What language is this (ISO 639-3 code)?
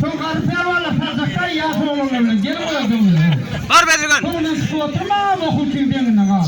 tuk